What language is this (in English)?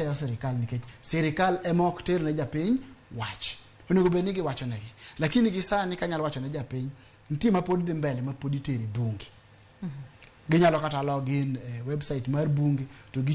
Luo (Kenya and Tanzania)